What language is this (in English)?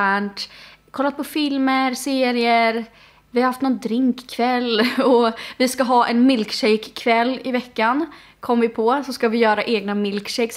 Swedish